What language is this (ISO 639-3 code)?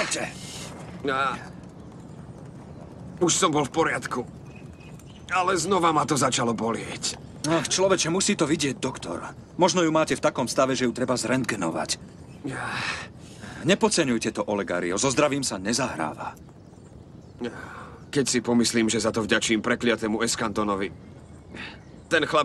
slk